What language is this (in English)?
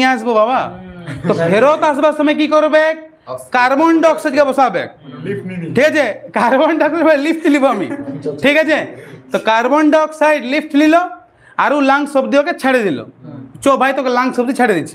Bangla